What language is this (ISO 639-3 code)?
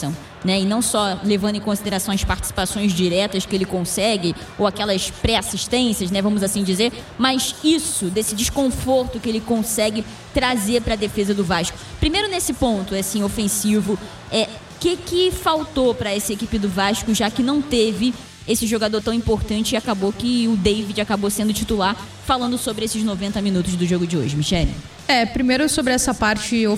por